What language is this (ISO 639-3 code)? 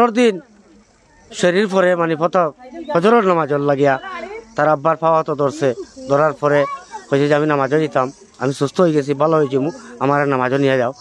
syl